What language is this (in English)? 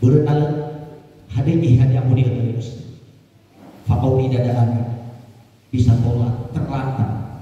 Nias